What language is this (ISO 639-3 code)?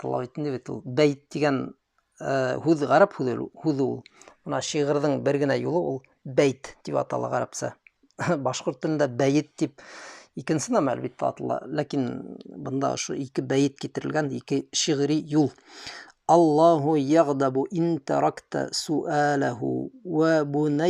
bak